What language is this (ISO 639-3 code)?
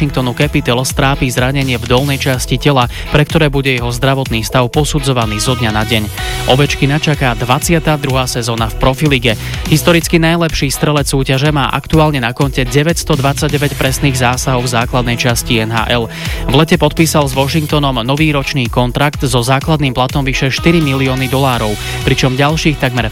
slk